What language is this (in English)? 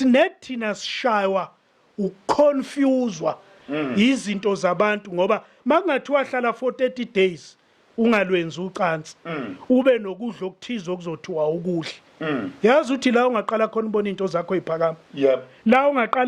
Zulu